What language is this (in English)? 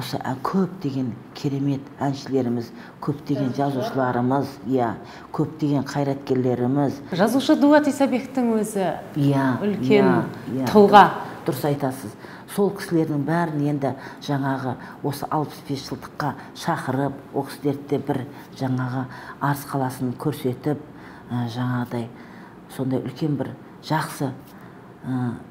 Kazakh